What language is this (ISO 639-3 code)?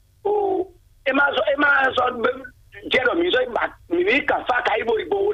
fon